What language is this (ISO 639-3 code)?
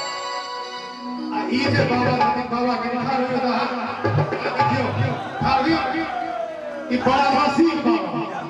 mai